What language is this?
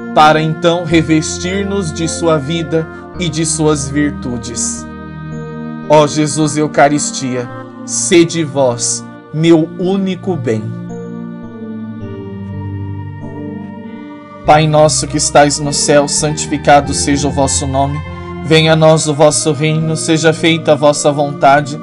Portuguese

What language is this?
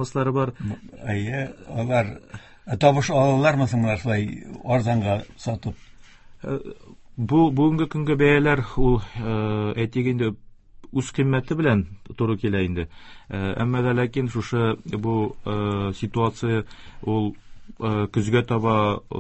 Tatar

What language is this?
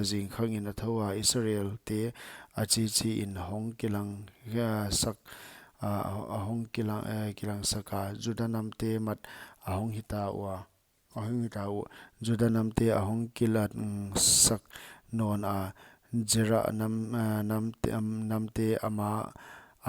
Paite Chin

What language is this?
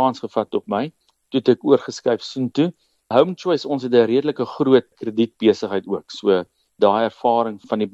Afrikaans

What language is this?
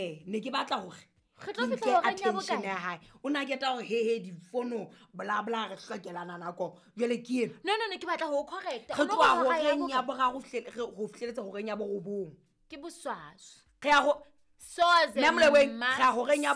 Southern Sotho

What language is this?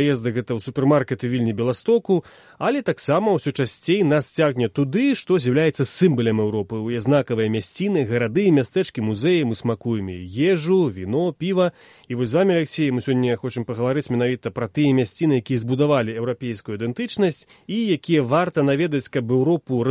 Belarusian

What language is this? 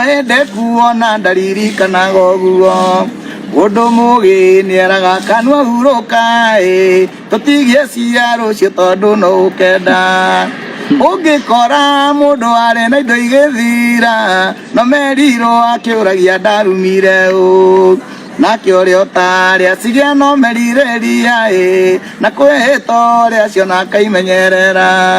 Kikuyu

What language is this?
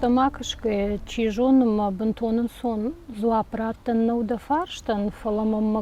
Ossetic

